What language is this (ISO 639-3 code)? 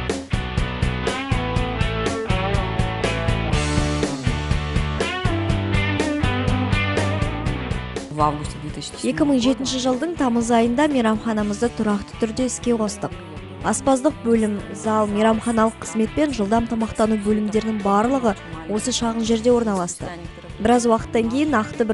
kaz